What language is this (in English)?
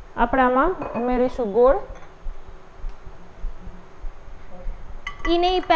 Gujarati